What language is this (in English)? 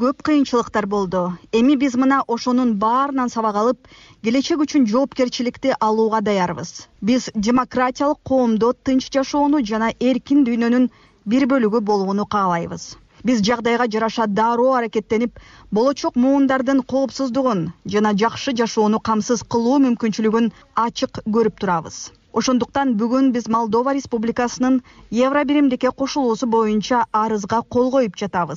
Kyrgyz